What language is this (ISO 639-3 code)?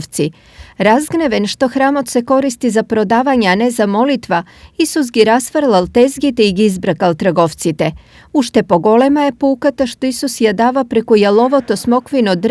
mkd